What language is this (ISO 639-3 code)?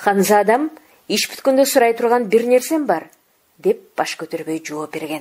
kir